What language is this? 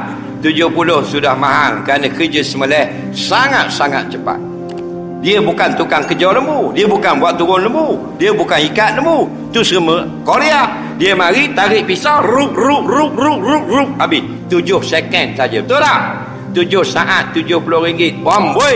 Malay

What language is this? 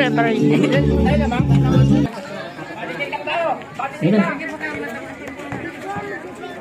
Filipino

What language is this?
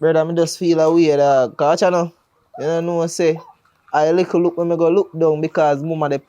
Jamaican Creole English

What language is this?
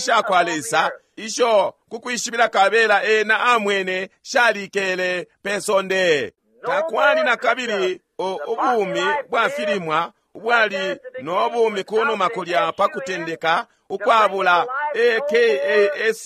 Bemba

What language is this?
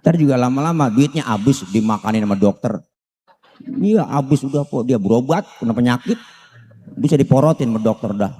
Betawi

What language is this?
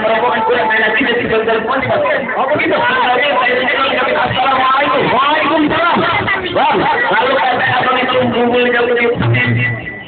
Betawi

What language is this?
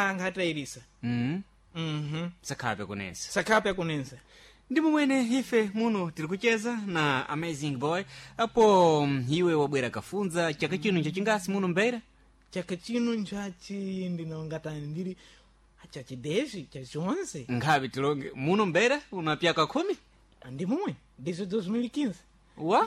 Sena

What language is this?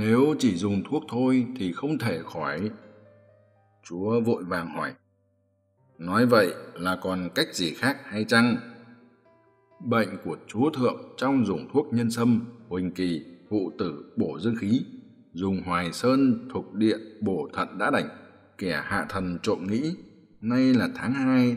Vietnamese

